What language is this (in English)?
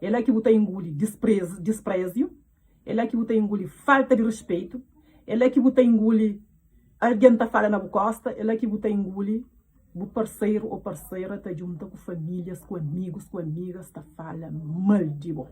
Kabuverdianu